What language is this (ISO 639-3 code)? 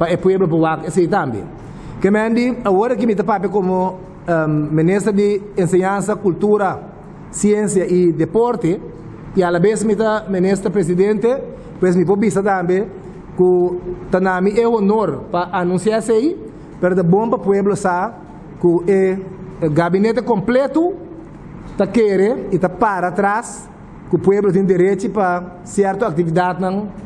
pap